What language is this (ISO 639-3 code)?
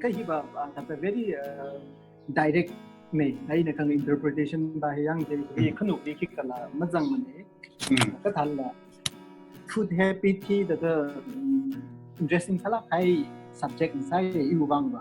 nmf